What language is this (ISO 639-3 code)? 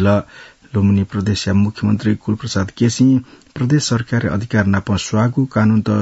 new